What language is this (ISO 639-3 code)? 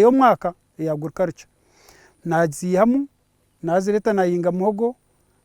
nyn